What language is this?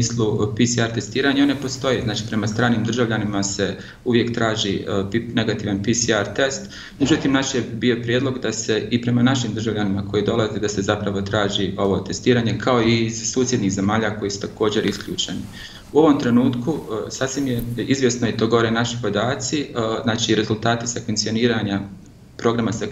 Bosnian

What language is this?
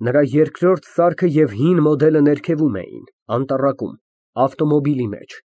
Armenian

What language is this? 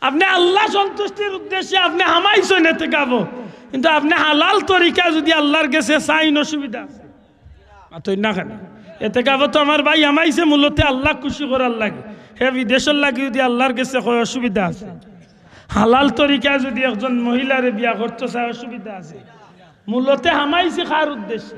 Sylheti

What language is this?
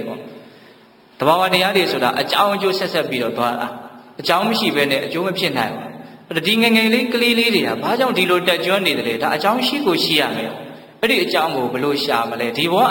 Burmese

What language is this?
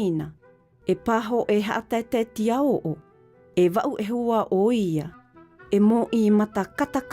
South Marquesan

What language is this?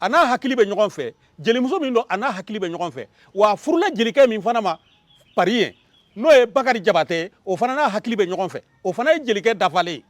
Bambara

